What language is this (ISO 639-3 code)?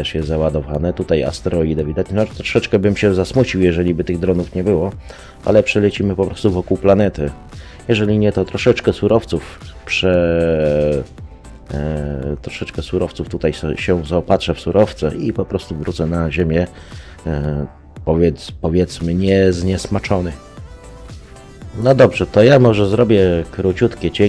pol